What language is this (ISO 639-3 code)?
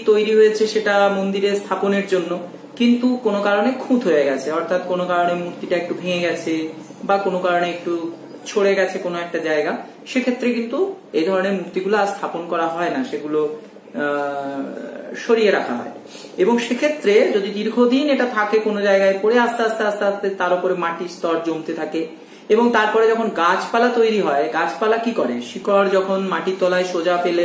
ben